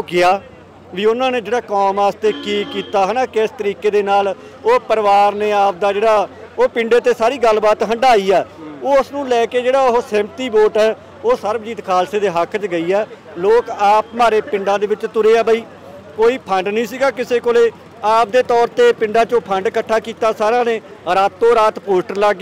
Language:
Punjabi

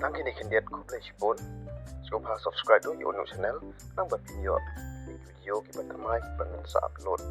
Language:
Khasi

